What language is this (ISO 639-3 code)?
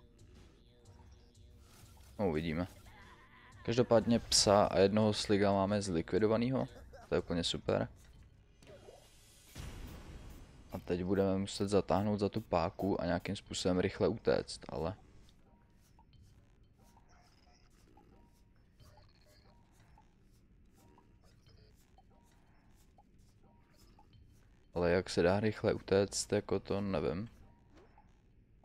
ces